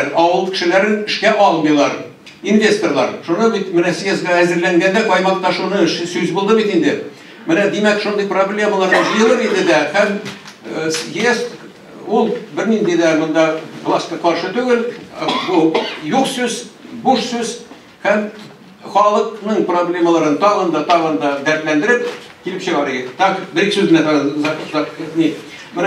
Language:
Tatar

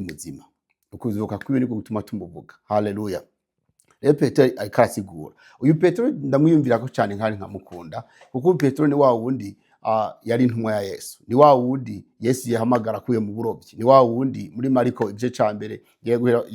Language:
Rundi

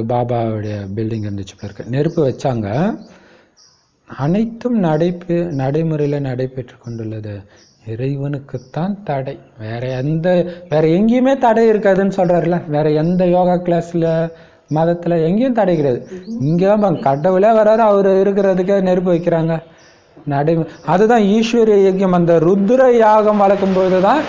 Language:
Tamil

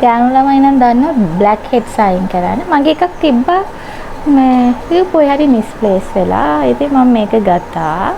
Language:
Sinhala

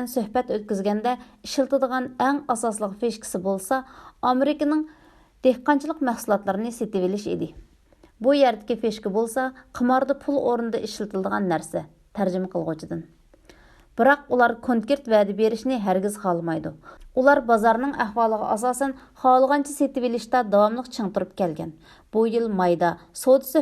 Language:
Uyghur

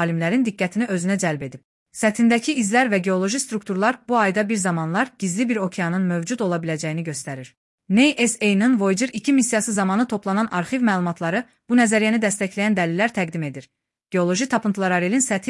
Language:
Azerbaijani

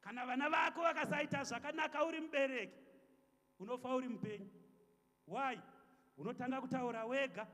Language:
Shona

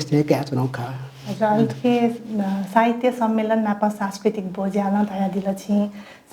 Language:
Newari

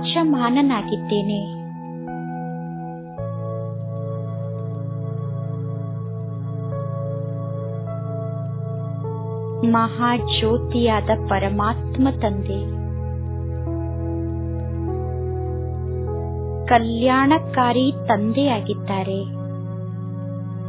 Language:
Kannada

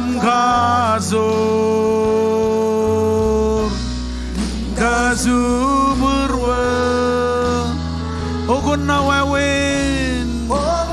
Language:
Marshallese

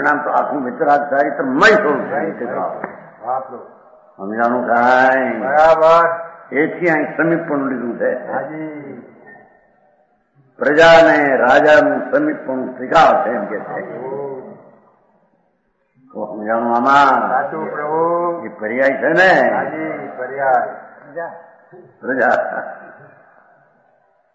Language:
Gujarati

